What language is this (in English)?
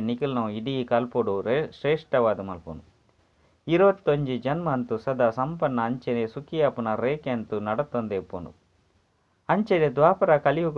Tulu